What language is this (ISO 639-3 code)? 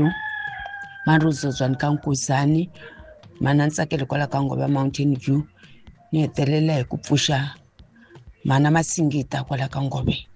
tso